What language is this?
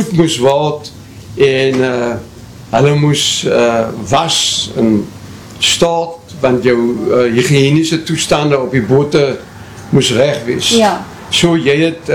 Afrikaans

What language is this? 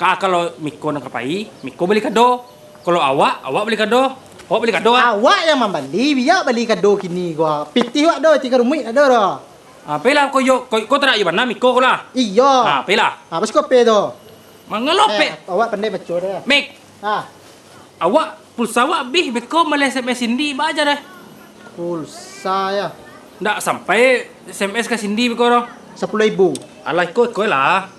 Minangkabau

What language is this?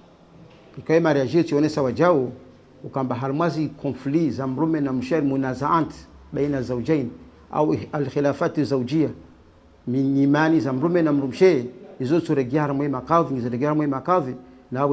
Mwali Comorian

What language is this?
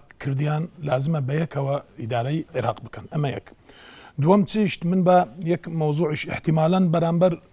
Central Kurdish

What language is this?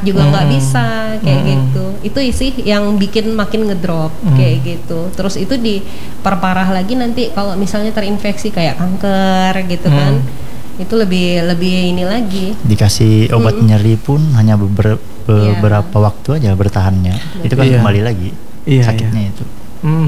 Indonesian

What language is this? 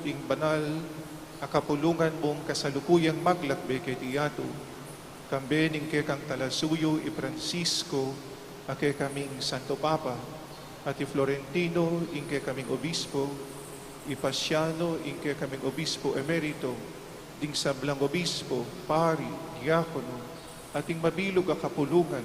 Pampanga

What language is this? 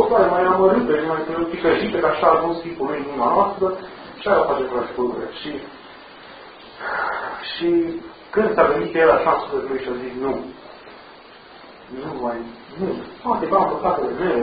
Romanian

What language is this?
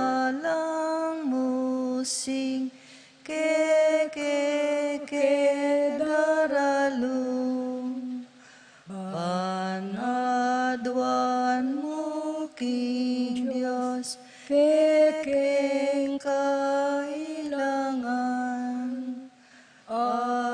Pampanga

